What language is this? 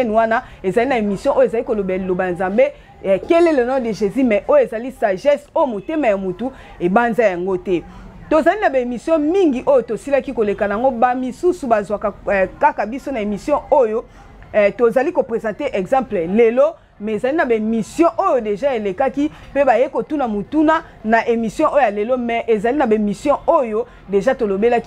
Lingala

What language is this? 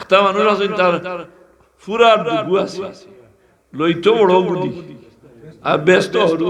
Sylheti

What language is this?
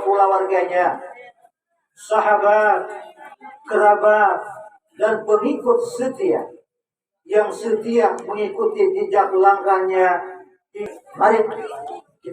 Banjar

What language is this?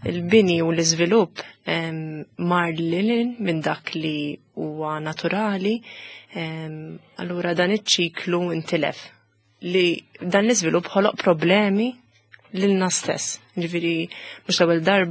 Maltese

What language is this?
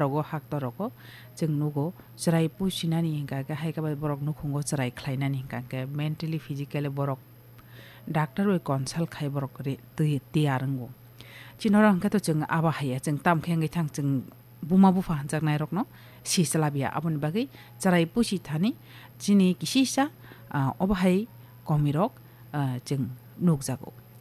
Kok Borok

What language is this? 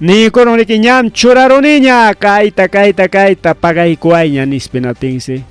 Ayacucho Quechua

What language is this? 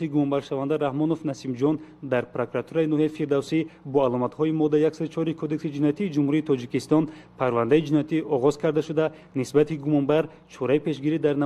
Tajik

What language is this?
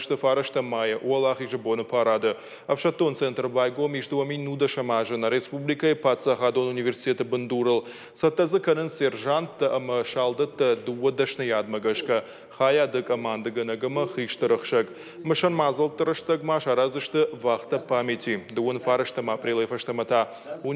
Ossetic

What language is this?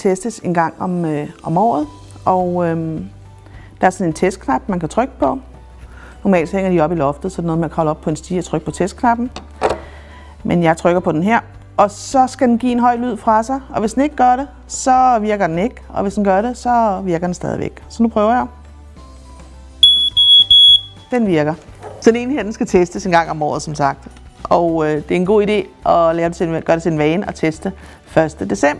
Danish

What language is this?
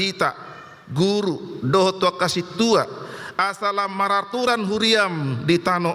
Batak Toba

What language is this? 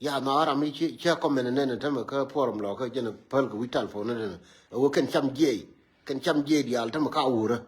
Nuer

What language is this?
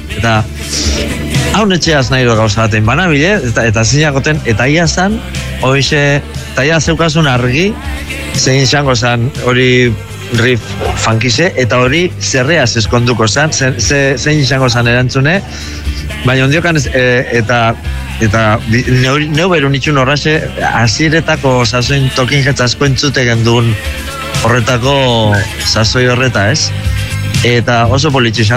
Basque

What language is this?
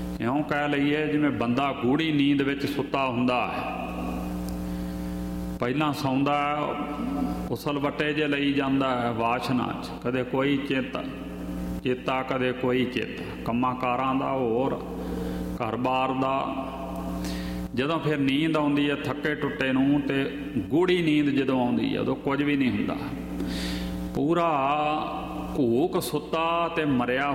Punjabi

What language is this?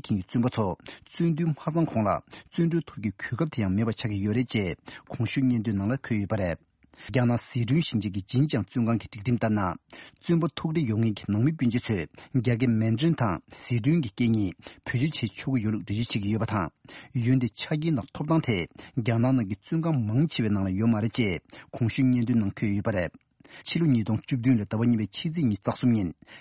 Tibetan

